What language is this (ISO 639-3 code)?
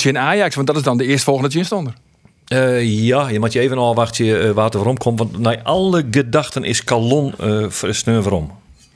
fry